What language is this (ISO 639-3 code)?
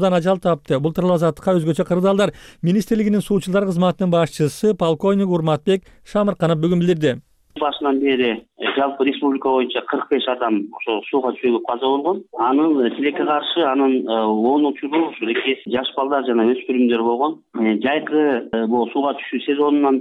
kir